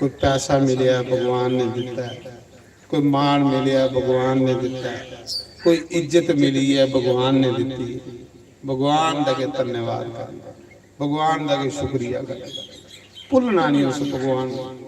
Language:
Dogri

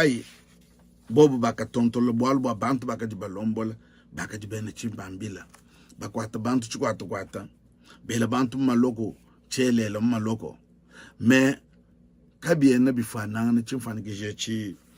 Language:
Luba-Lulua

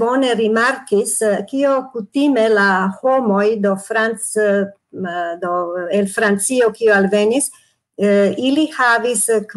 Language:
Esperanto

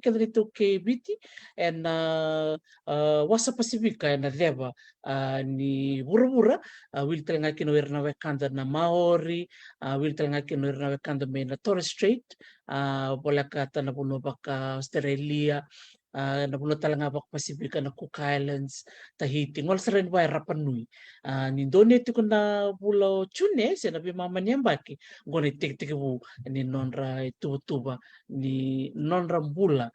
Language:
Fijian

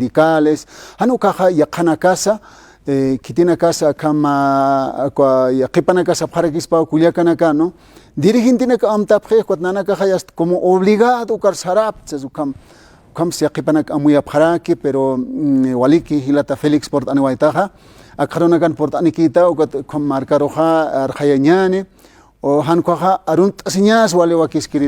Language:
Aymara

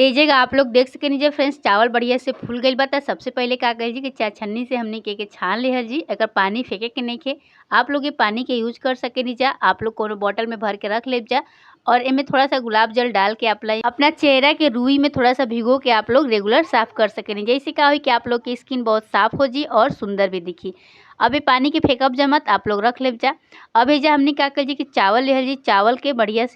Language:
Bhojpuri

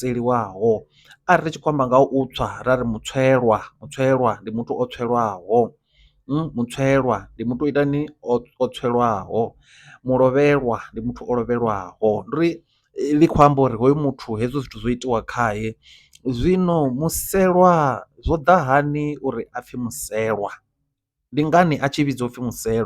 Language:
Venda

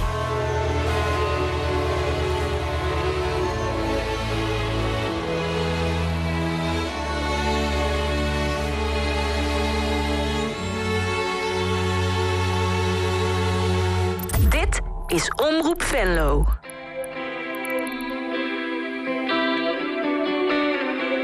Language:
Dutch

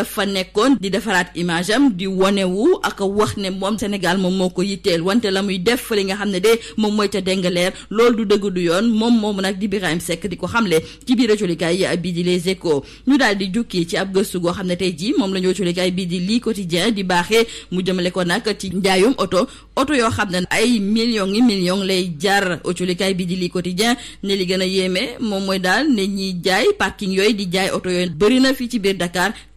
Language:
Wolof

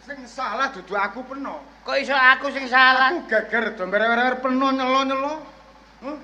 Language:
Javanese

